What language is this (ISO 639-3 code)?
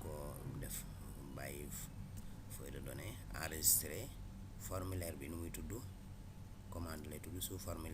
wol